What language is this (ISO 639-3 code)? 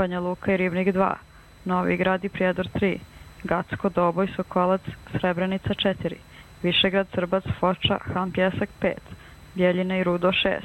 hrv